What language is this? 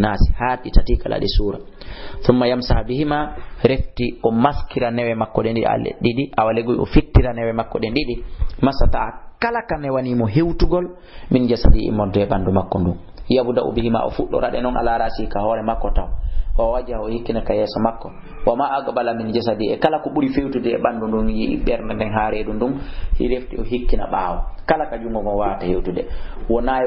Fula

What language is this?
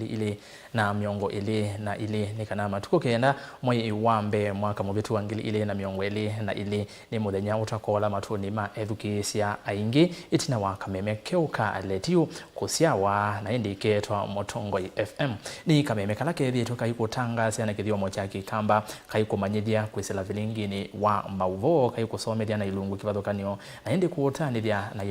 Kamba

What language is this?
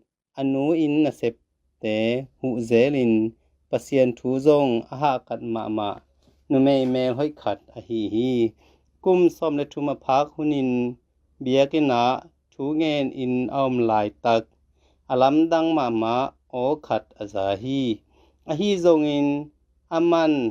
Tedim Chin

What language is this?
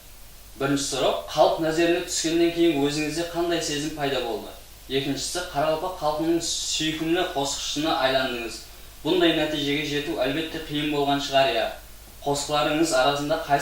Kara-Kalpak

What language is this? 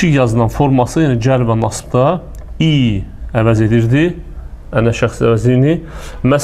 Azerbaijani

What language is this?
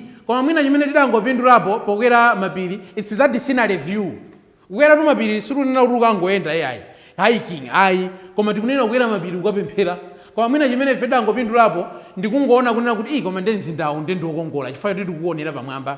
Nyanja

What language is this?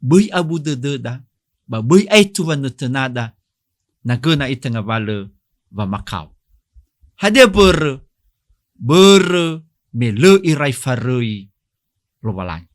Nias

